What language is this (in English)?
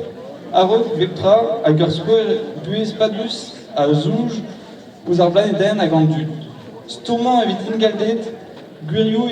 Breton